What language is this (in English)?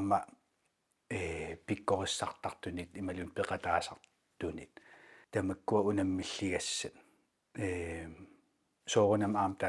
Kalaallisut